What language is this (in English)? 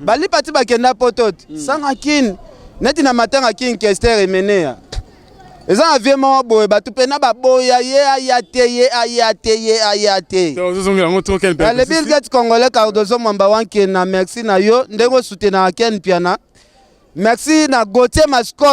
Lingala